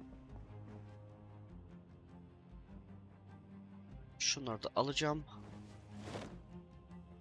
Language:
Turkish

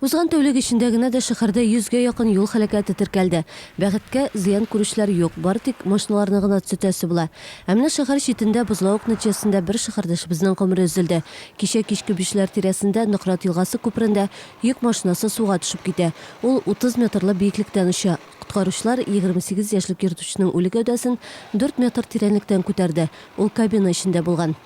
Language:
Tatar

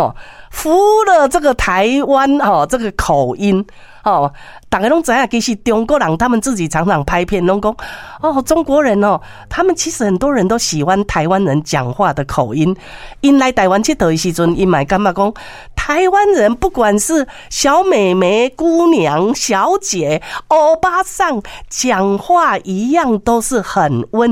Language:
Min Nan Chinese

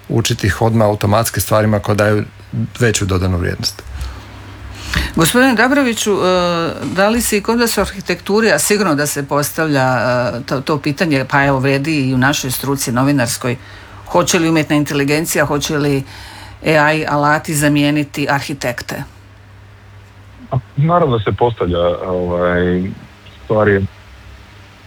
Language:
Croatian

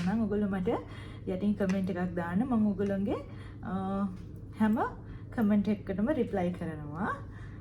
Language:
Sinhala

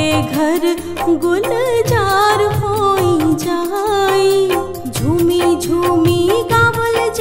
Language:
Bhojpuri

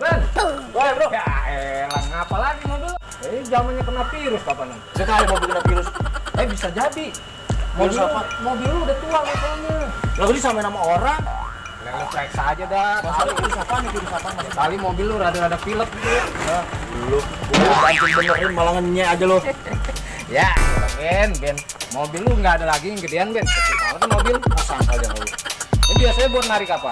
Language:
Betawi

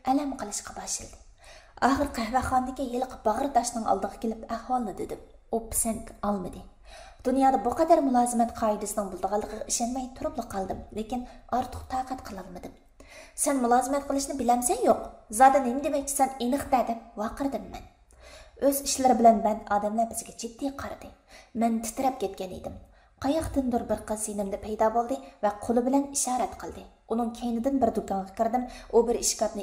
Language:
Uyghur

